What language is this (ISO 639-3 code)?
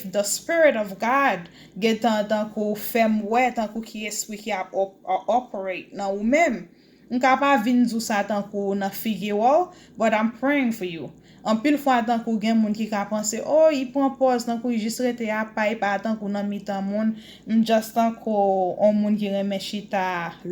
hat